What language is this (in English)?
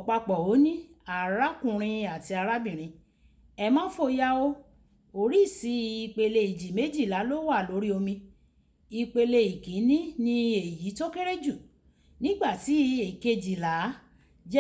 Yoruba